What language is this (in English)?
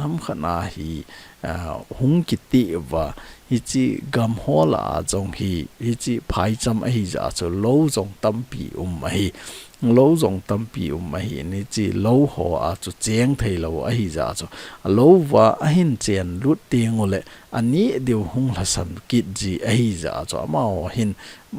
Thado Chin